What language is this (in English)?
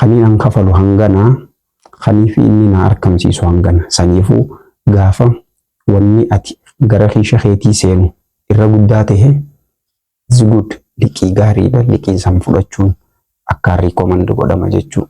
Oromo